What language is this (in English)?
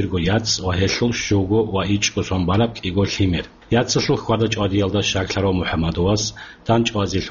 Avaric